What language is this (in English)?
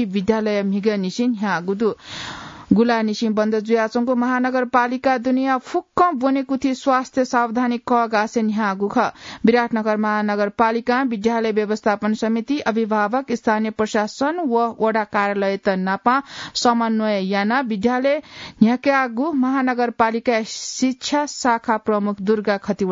Newari